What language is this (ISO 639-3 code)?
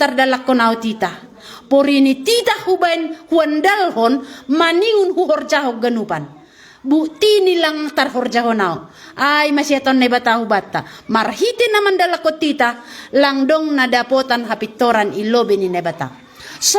bts